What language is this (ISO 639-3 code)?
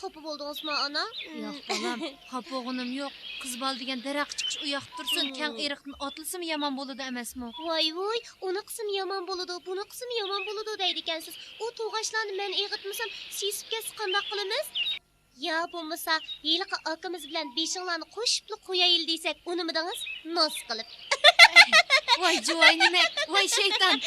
uig